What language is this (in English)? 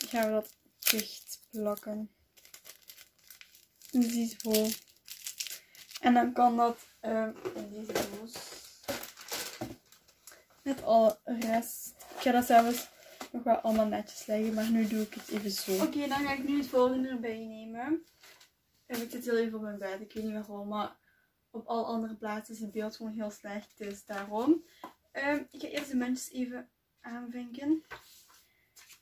Dutch